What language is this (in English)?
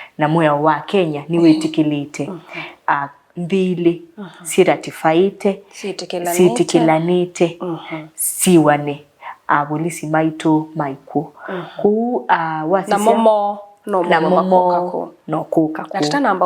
Kamba